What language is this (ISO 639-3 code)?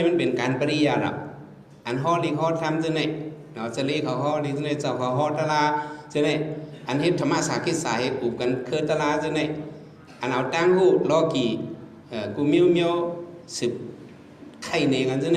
shn